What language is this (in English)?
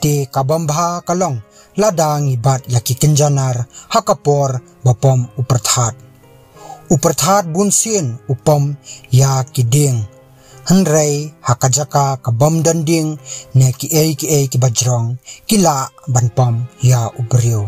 Khasi